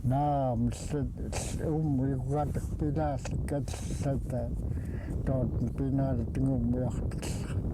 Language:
Central Yupik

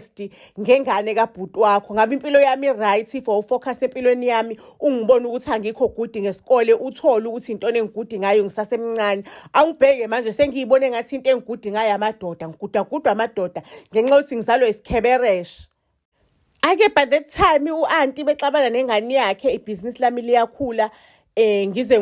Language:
Zulu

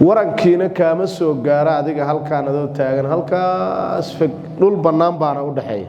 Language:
Somali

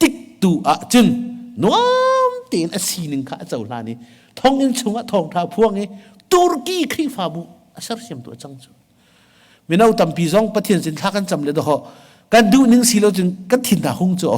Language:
Hakha Chin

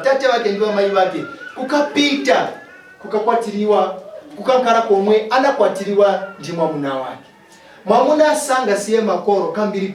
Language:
Nyanja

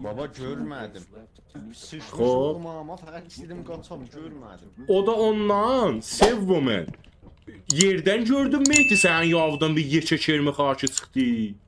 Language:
South Azerbaijani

